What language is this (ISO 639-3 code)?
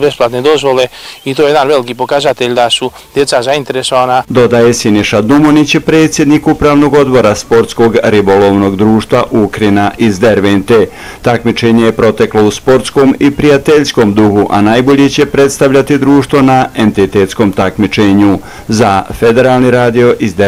bos